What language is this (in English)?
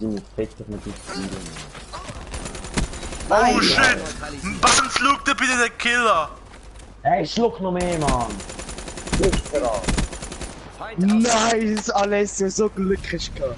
Swiss German